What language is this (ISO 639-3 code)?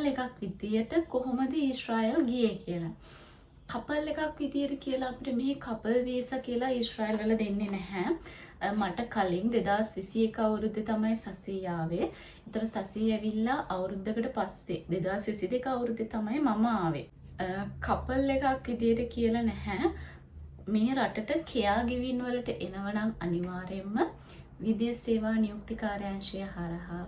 sin